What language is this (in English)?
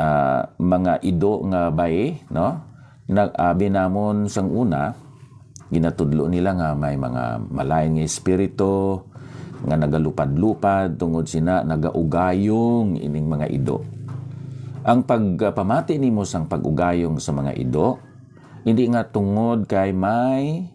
Hiligaynon